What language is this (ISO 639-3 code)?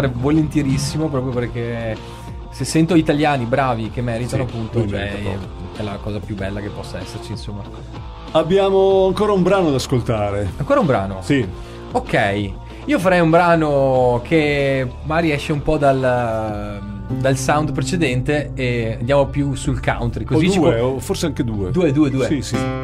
ita